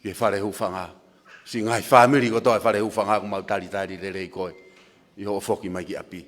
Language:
Tongan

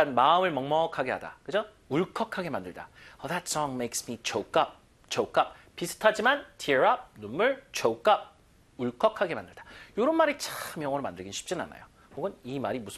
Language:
Korean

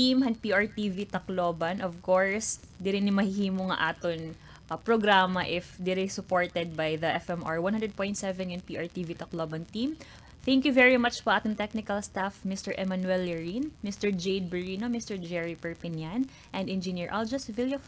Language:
Waray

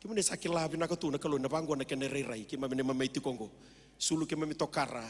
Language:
Fijian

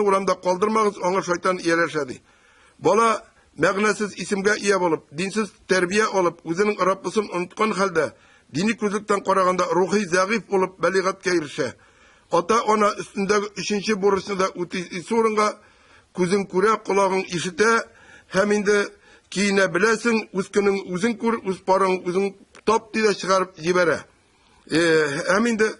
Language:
Tatar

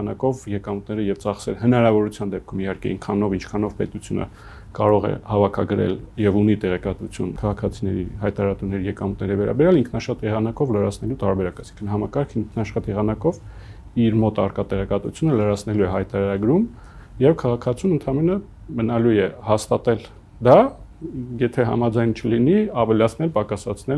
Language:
Armenian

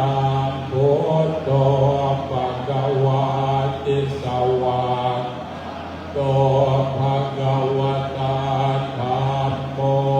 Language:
Pali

